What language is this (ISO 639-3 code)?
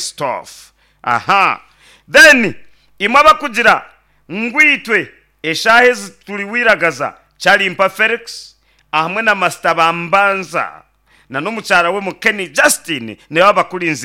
nyn